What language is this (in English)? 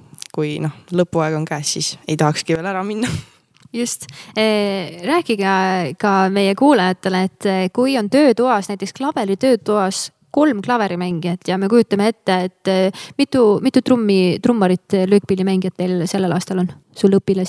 Estonian